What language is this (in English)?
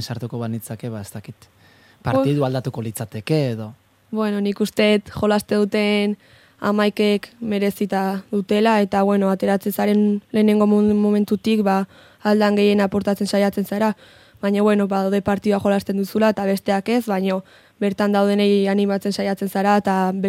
Basque